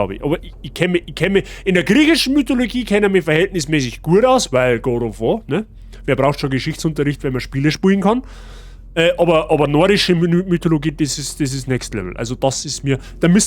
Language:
Bavarian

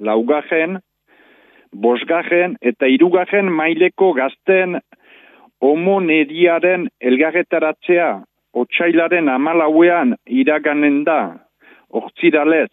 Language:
Basque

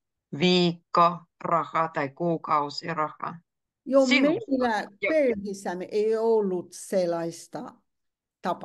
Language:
Finnish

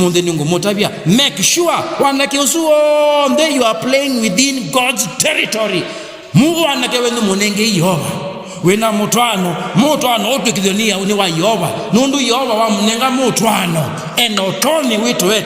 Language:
Kamba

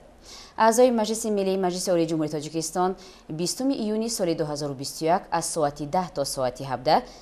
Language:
Tajik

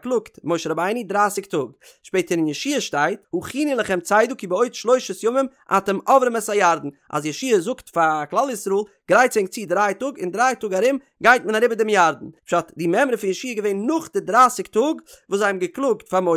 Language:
Yiddish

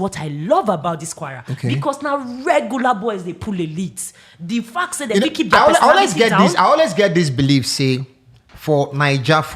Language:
Nigerian Pidgin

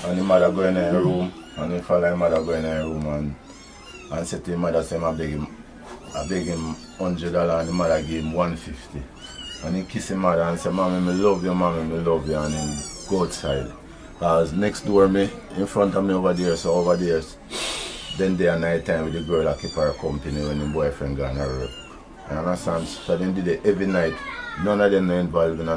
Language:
Jamaican Creole English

